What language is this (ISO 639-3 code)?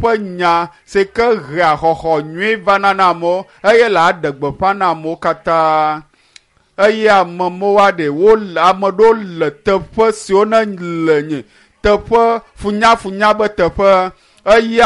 ewe